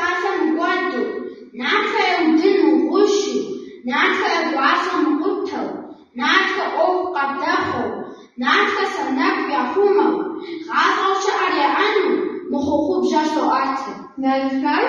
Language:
Kabardian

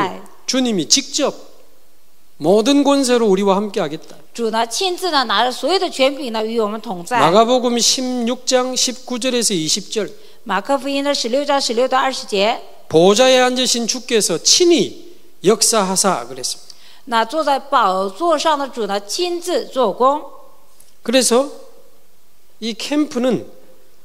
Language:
Korean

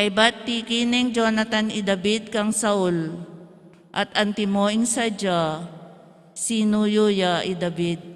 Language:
Pampanga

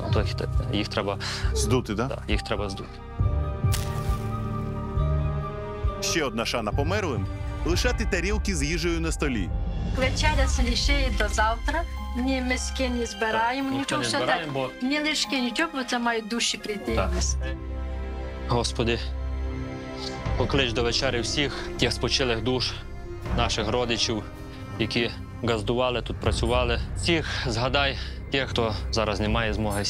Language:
Ukrainian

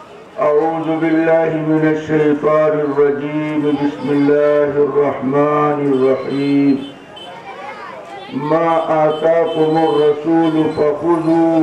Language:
Urdu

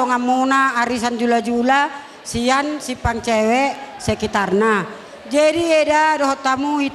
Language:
Batak Toba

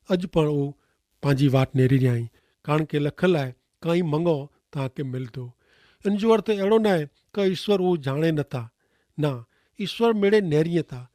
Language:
Kachhi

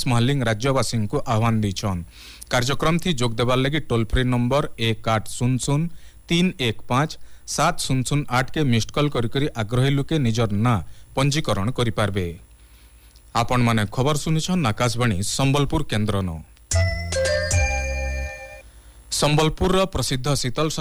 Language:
Odia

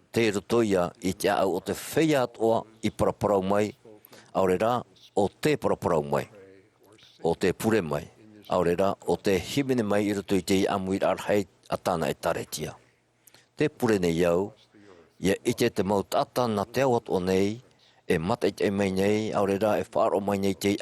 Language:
Tahitian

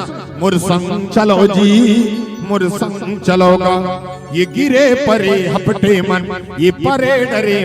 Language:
Chhattisgarhi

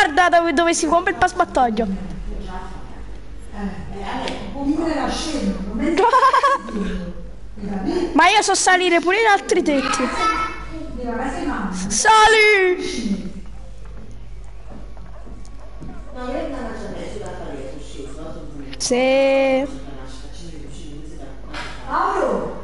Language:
Italian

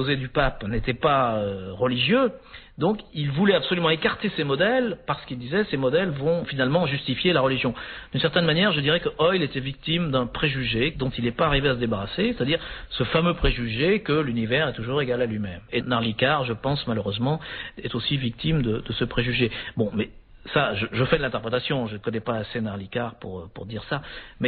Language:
French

